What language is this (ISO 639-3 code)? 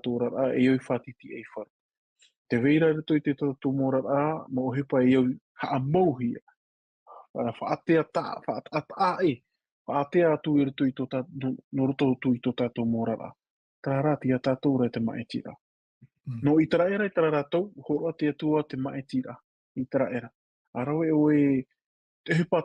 tah